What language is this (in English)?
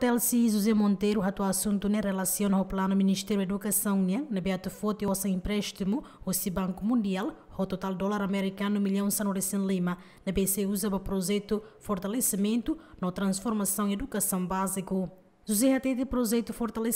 Tetum